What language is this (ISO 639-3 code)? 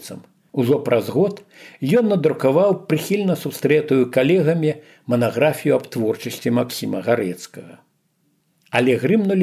bel